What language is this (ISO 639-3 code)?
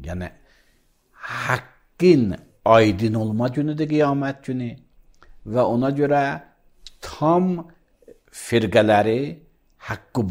aze